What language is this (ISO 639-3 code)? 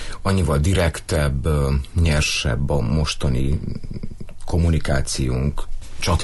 hun